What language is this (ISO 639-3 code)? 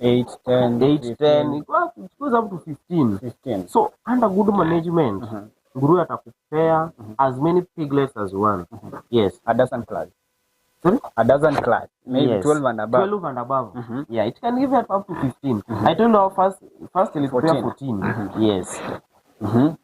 guz